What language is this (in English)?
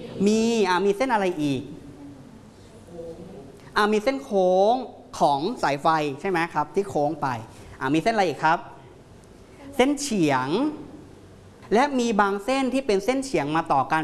Thai